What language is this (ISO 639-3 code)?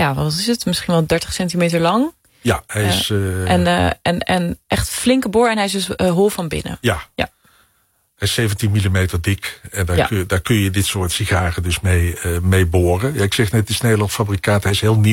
nld